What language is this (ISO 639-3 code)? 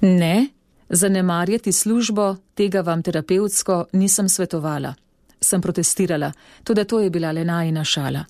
slv